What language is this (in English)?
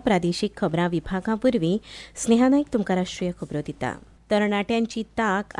Konkani